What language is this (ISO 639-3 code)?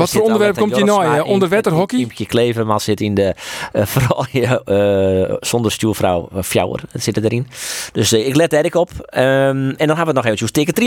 fry